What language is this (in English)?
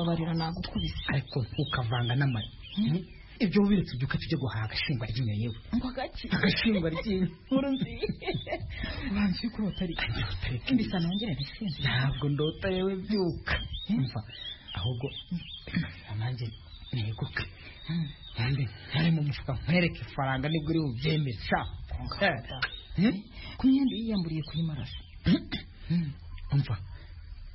Kinyarwanda